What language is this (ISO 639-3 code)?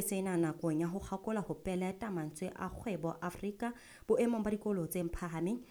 sot